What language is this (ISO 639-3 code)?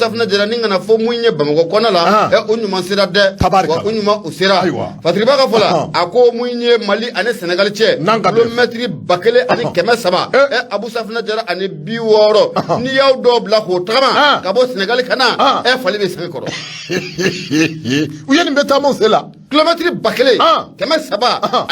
bam